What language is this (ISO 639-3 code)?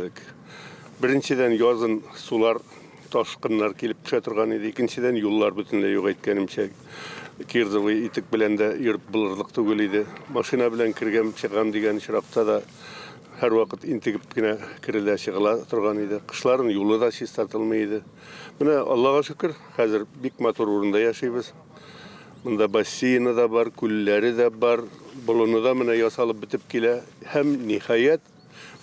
tat